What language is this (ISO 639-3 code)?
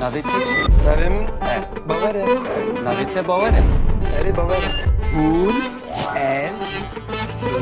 kur